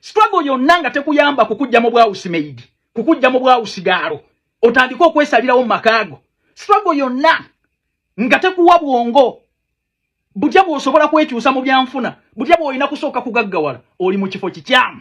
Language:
Ganda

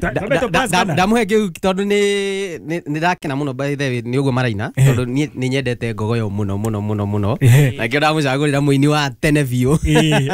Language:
Kikuyu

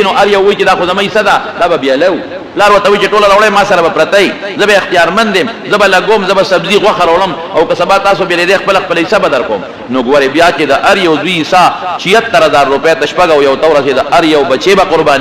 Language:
Pashto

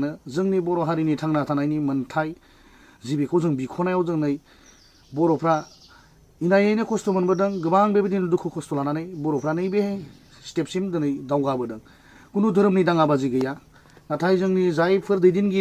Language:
Bodo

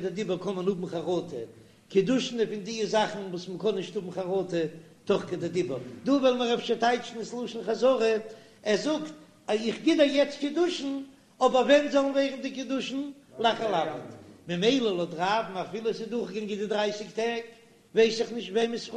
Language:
Yiddish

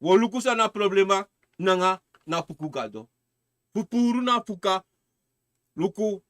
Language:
Sranan Tongo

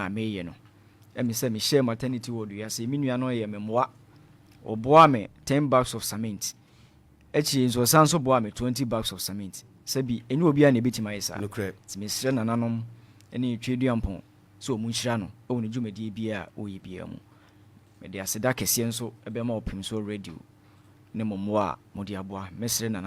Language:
Akan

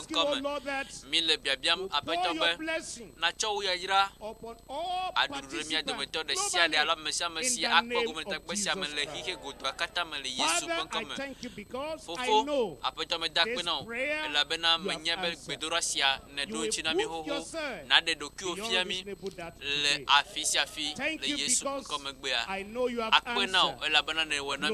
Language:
Ewe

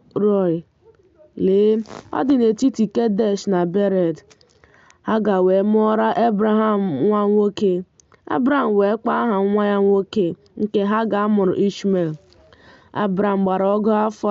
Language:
Igbo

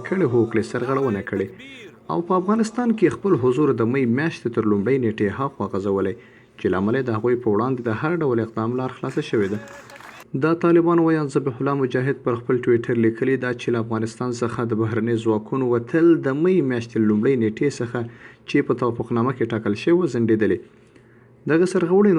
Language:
Pashto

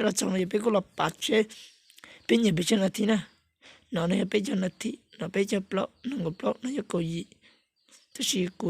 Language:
Hmong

